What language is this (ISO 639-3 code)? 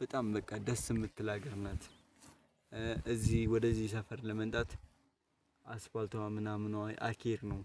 amh